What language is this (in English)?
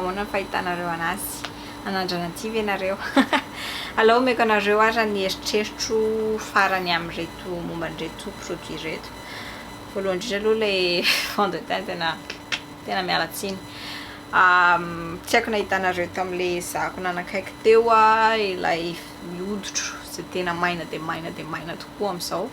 Malagasy